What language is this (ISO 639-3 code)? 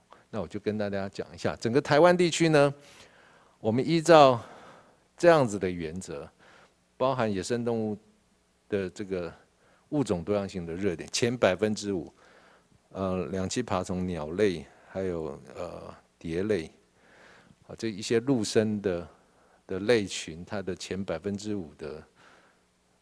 zho